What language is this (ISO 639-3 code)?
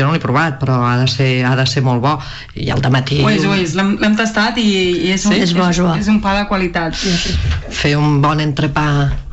cat